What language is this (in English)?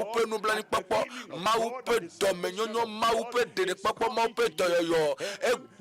Ewe